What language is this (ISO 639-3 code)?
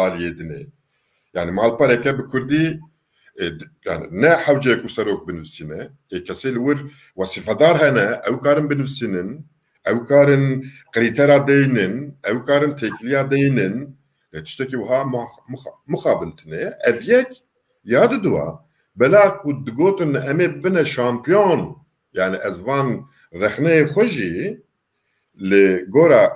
kur